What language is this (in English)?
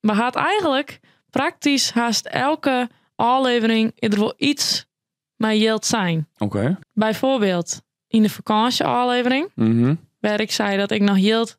Western Frisian